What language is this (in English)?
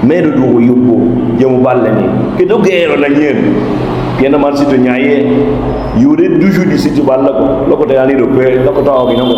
Lango (Uganda)